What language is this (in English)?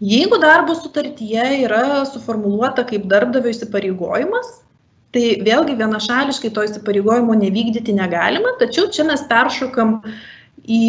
Lithuanian